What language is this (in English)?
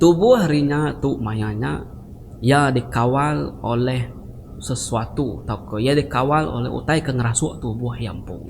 Iban